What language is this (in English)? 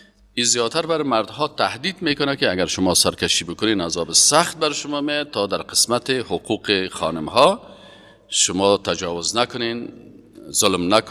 Persian